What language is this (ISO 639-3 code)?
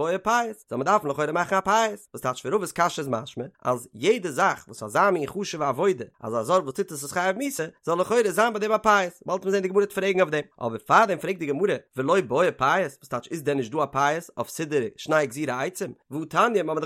yid